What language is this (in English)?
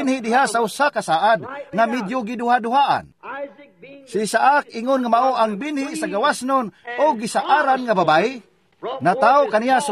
Cebuano